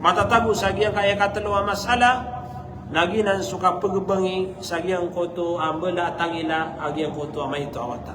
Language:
Maranao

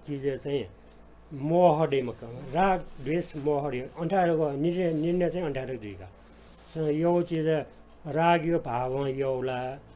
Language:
Newari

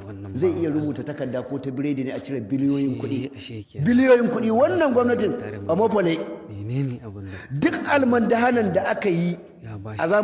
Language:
Hausa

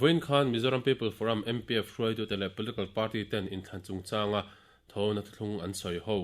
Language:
Mizo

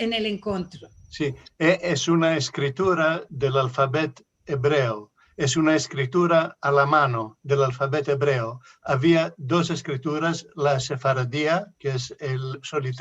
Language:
Ladino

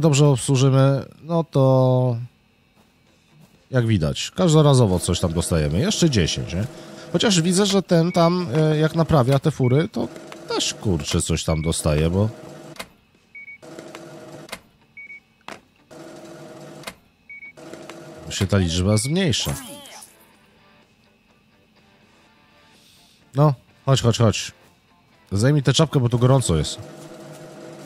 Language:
Polish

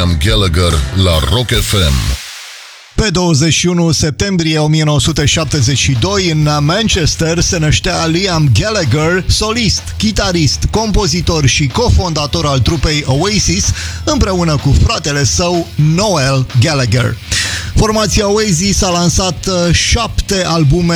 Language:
Romanian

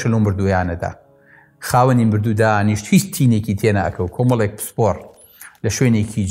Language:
Central Kurdish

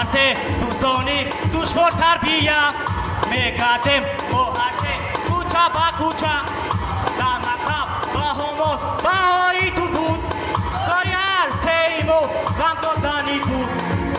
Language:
Tajik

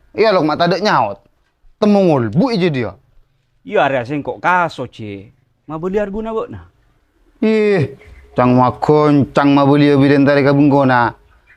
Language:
Madurese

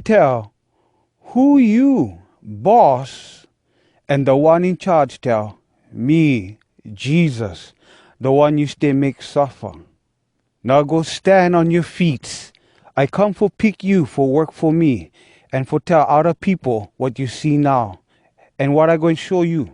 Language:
Hawai'i Creole English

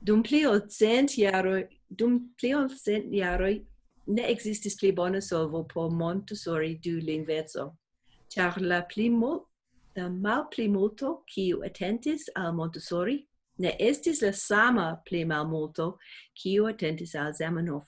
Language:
Esperanto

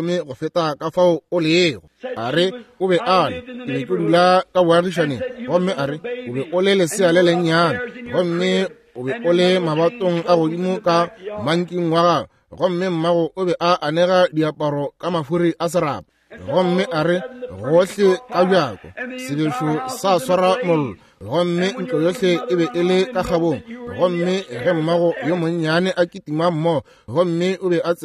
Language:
Northern Sotho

